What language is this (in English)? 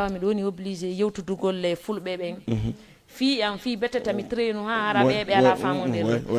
Fula